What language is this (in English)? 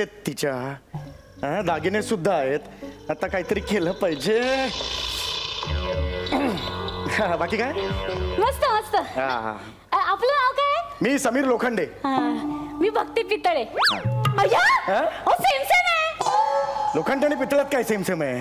Marathi